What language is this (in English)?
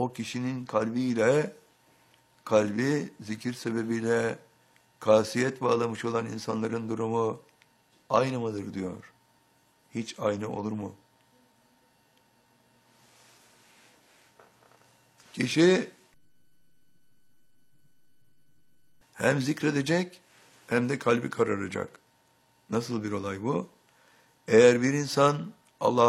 Turkish